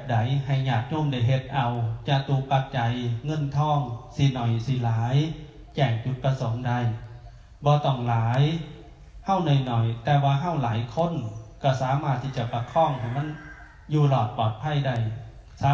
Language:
Northeastern Thai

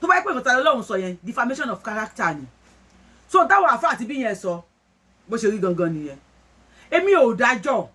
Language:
Yoruba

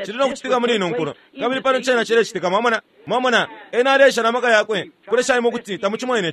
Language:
Bemba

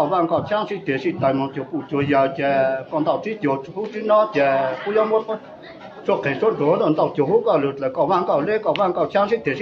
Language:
Hmong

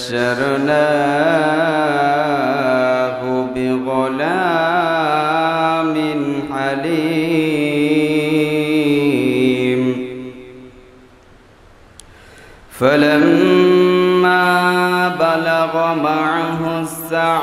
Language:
Bangla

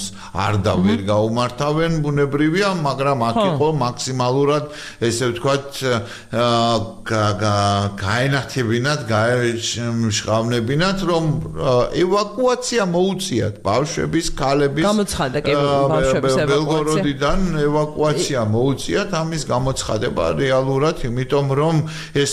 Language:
Georgian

